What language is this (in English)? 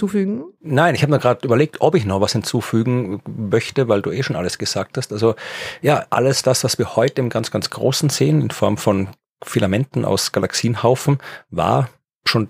German